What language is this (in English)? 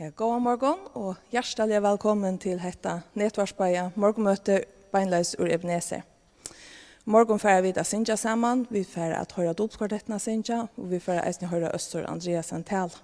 Faroese